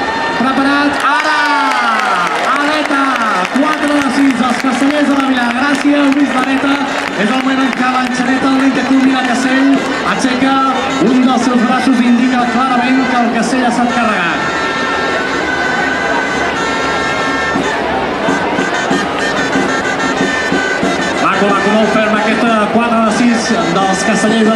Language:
Catalan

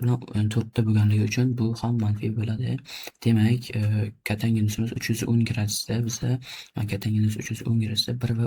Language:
Uzbek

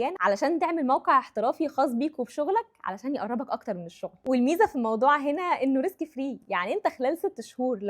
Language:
Egyptian Arabic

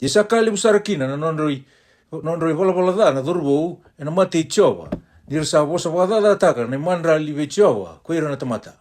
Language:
Fijian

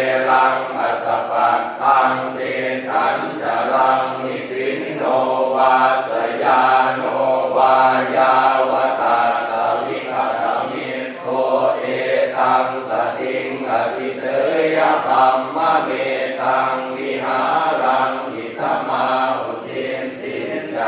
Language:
Pali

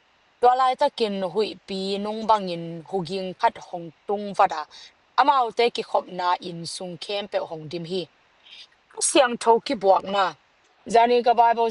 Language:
Tedim Chin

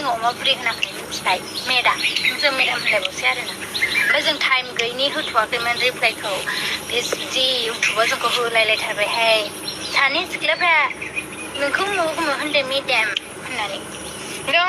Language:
Bodo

